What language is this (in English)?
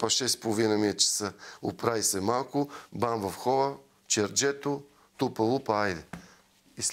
Bulgarian